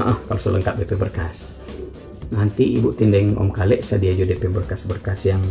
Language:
Manado Malay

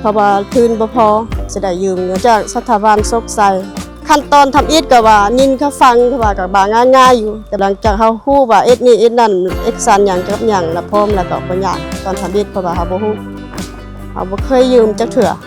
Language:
Lao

